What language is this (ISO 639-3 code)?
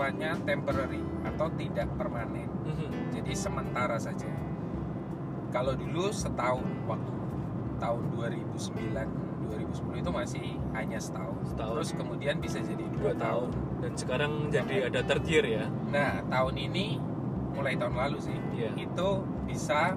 ind